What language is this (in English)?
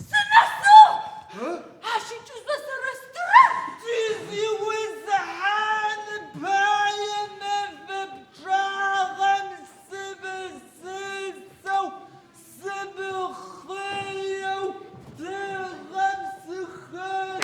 Adyghe